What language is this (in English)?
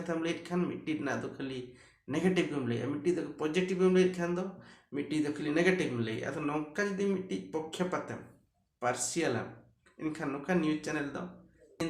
Santali